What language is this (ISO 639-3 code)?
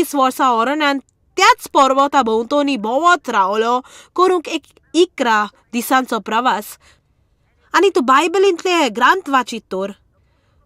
kok